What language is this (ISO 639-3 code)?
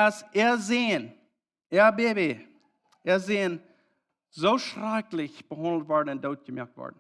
pdt